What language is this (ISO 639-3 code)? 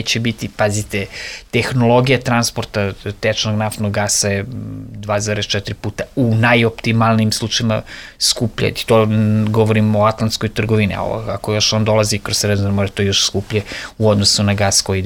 srp